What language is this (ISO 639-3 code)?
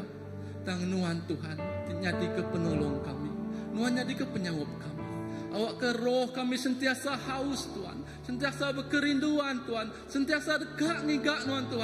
iba